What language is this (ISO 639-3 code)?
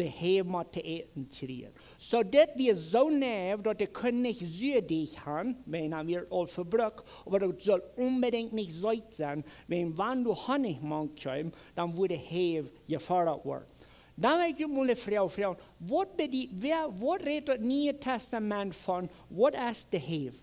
pdt